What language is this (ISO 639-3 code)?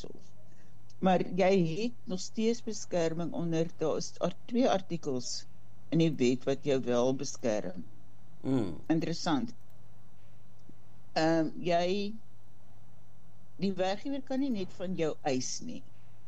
afr